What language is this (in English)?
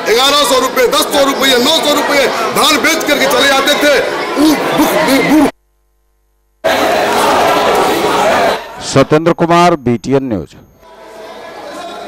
Hindi